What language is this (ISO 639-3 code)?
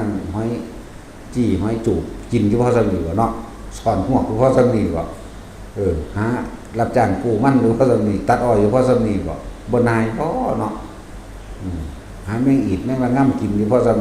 tts